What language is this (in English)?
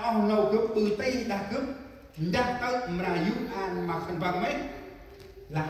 Central Mnong